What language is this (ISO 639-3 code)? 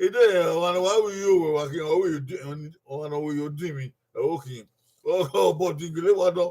bin